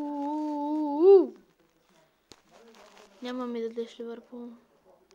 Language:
Bulgarian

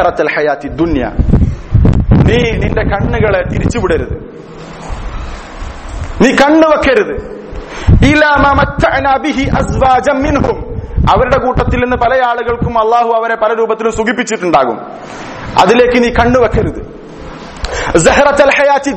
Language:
Malayalam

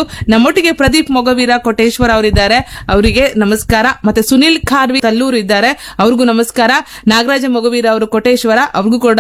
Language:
Kannada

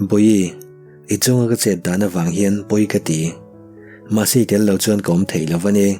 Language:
Mizo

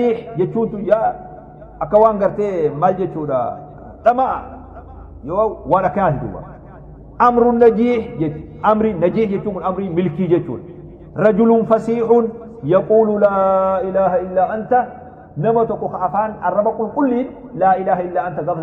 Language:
Oromo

